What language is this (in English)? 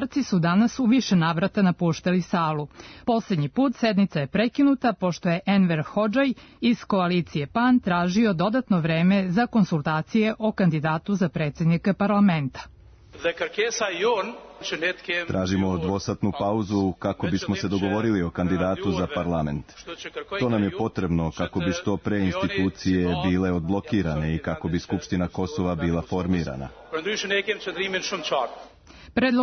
Serbian